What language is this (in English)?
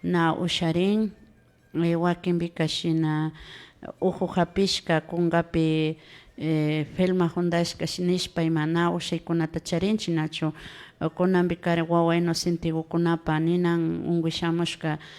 Imbabura Highland Quichua